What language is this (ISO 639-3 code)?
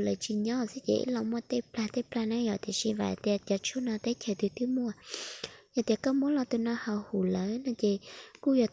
hmn